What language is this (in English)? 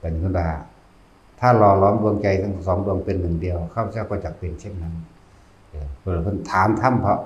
Northeastern Thai